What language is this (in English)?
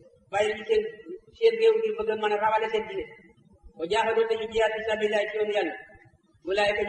Wolof